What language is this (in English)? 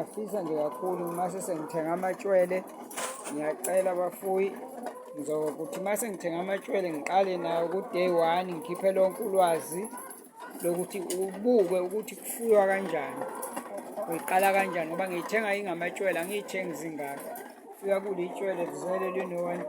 Zulu